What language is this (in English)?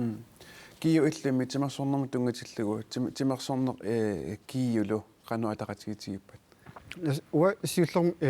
Kalaallisut